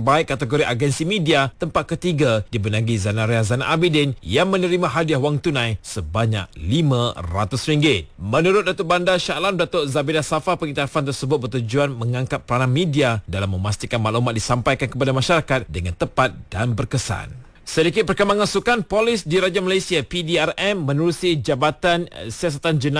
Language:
Malay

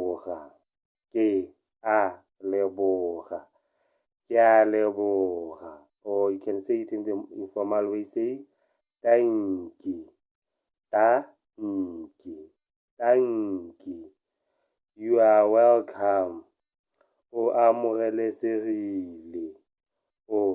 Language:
Tswana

